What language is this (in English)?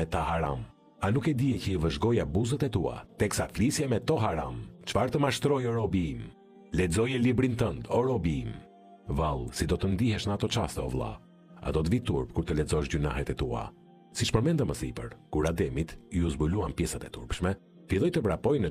Albanian